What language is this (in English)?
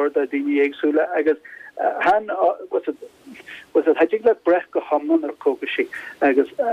Irish